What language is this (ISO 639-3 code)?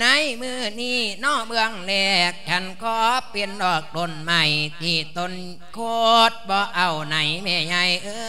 lao